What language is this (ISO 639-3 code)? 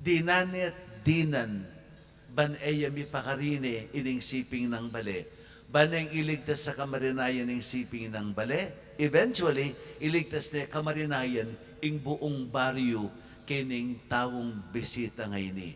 pam